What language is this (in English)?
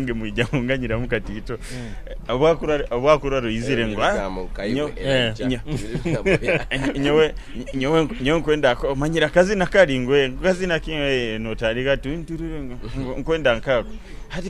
Nyoro